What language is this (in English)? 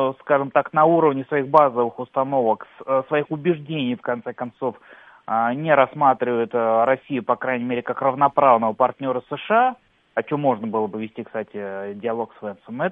Russian